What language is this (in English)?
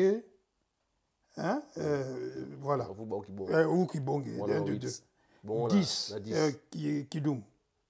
French